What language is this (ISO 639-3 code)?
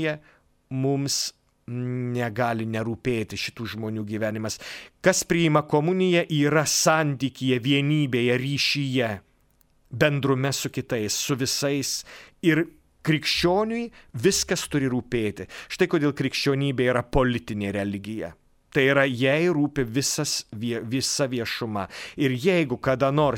lit